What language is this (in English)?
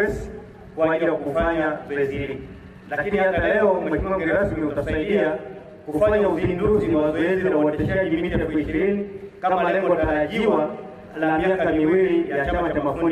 Swahili